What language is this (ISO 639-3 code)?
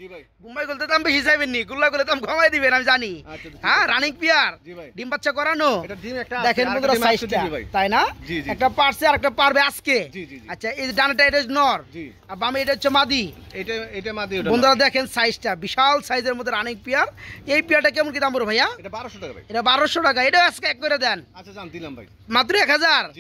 ben